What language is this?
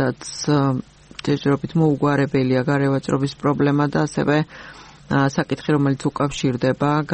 Georgian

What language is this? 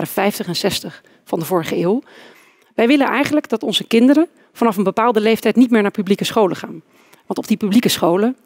Dutch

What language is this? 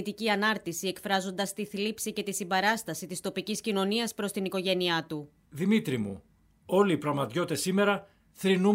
Greek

